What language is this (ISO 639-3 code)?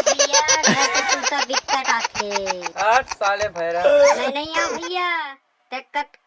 hne